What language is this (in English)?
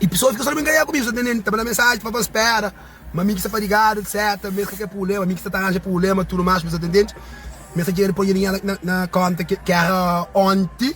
Kabuverdianu